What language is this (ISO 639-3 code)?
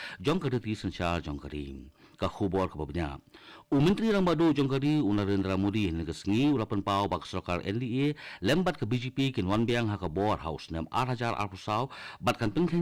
kha